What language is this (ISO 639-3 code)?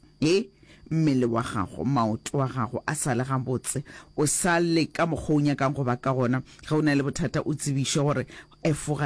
nso